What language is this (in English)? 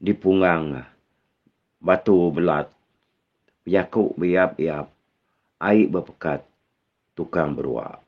Iban